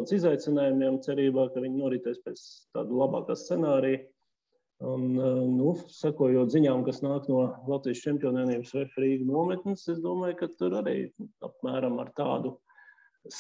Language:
Latvian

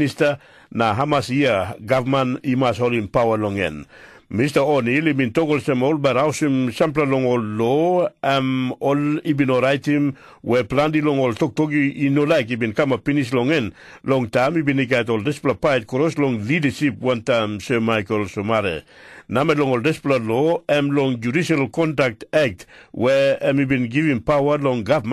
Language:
Tok Pisin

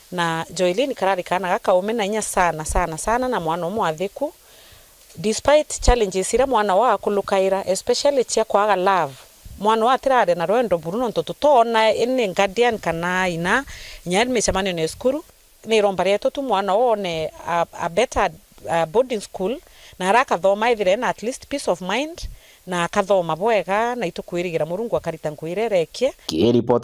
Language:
Meru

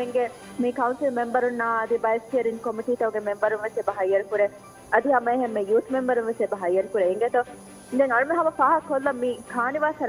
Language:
Divehi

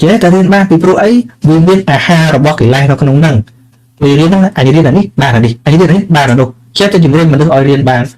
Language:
Khmer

